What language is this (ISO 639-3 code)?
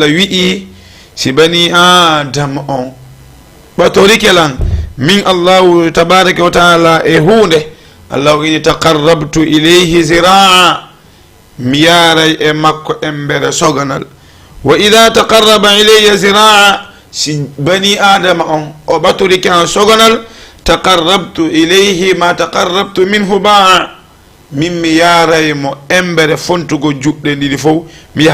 ful